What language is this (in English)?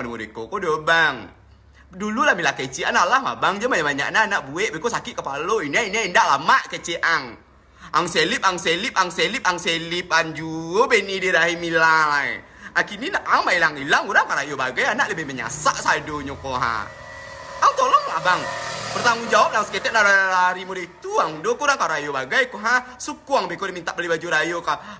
Minangkabau